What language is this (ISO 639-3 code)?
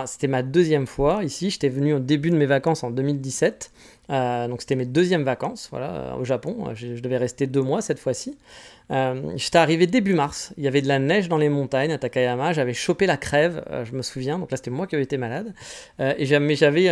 fra